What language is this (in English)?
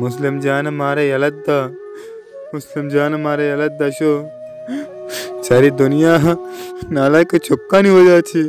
Baluchi